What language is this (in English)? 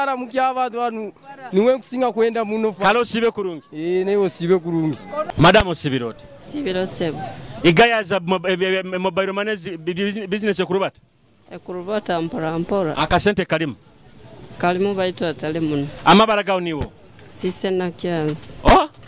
Nyoro